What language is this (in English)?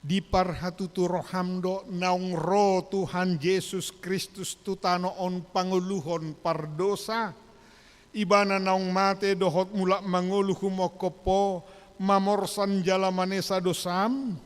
Batak Toba